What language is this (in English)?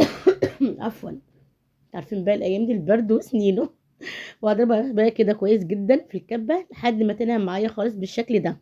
Egyptian Arabic